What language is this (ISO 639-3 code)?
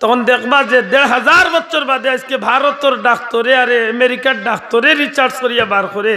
syl